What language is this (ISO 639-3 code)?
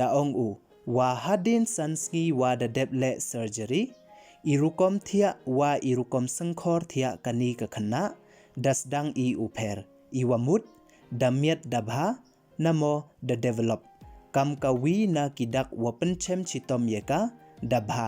pbv